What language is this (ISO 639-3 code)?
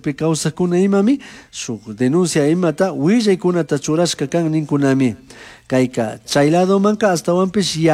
qug